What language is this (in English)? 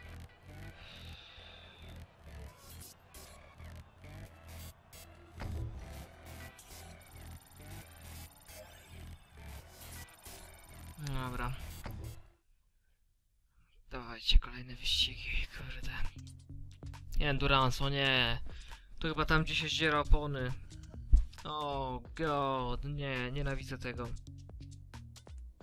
Polish